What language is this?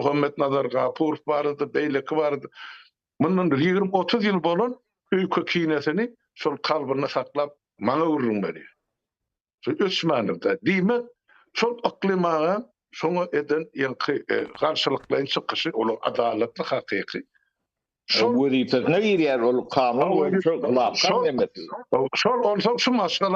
Turkmen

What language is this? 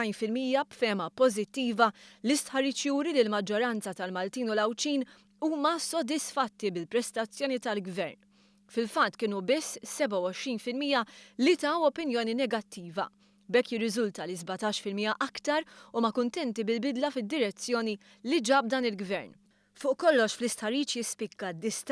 Maltese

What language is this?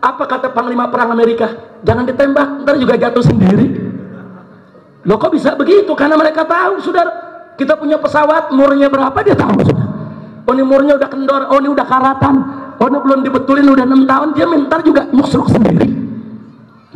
Indonesian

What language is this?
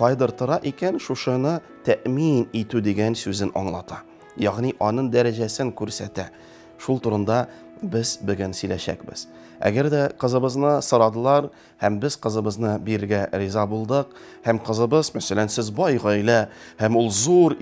Tatar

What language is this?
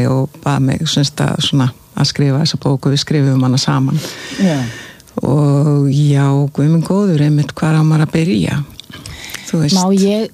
Icelandic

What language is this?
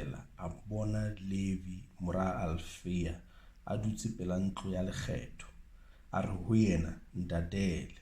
Southern Sotho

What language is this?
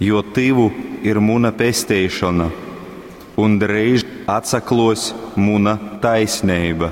Latgalian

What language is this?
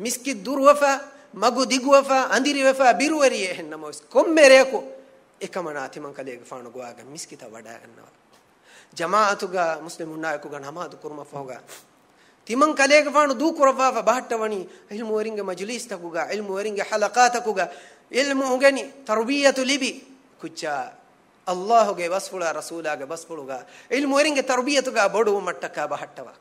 Divehi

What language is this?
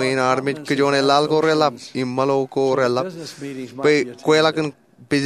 Marshallese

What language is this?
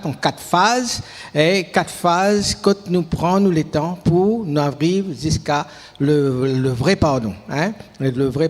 Morisyen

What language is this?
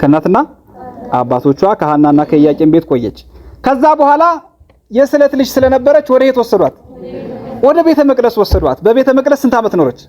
Amharic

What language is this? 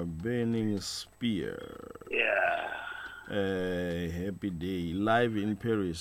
Tsonga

